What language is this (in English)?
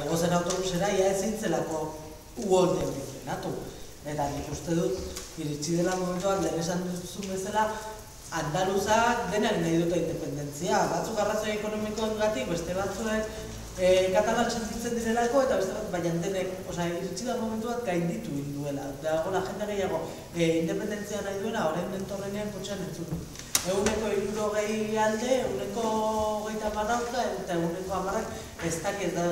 Basque